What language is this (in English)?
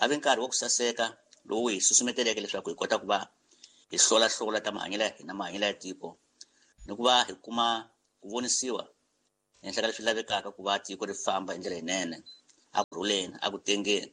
Tsonga